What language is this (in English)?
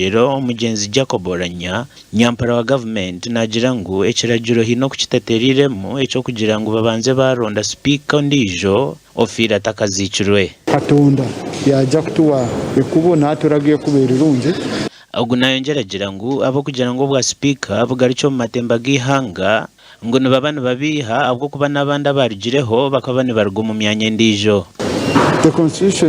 Nyankole